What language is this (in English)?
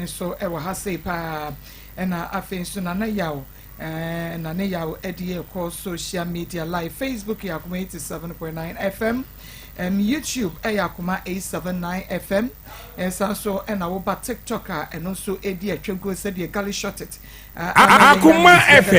Akan